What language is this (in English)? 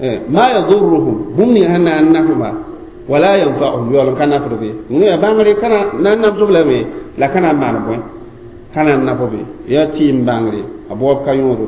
Mossi